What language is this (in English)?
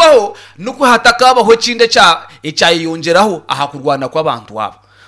Nyankole